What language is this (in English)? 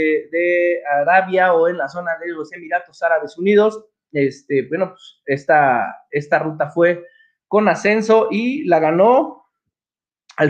Spanish